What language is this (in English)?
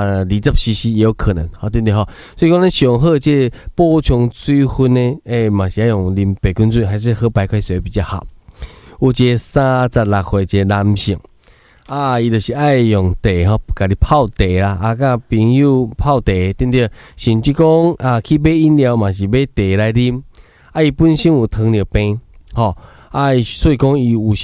Min Nan Chinese